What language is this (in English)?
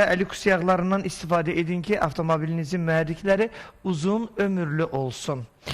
Azerbaijani